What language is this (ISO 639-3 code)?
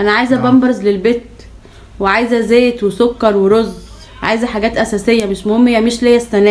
arz